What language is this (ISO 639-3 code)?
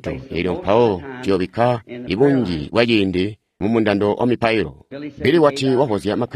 toi